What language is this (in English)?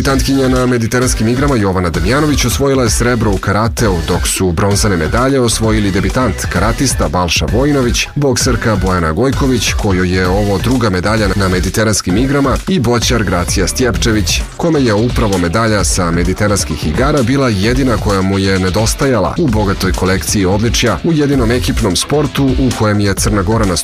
Serbian